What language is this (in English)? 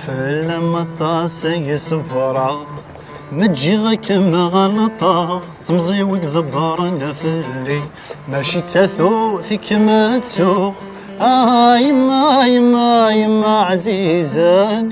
Kabyle